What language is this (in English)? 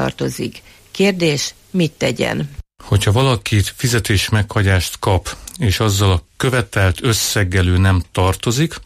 Hungarian